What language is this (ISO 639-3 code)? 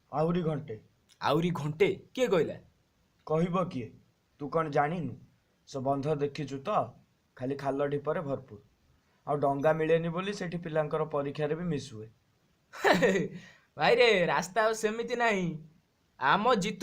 ori